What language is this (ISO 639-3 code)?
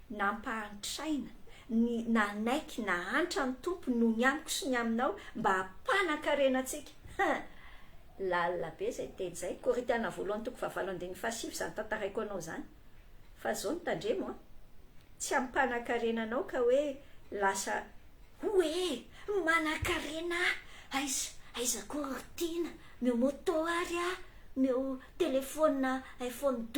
mlg